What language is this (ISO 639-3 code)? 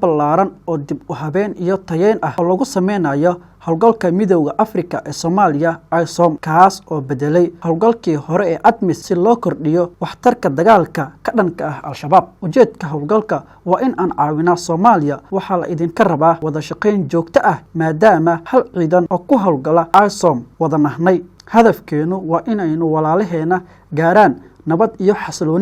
som